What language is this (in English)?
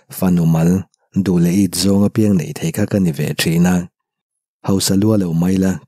Mizo